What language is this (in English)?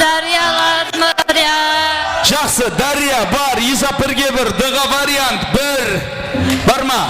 Kara-Kalpak